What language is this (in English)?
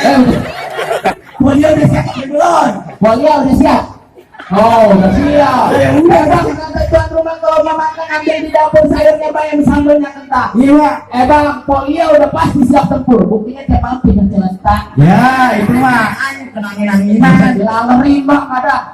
Betawi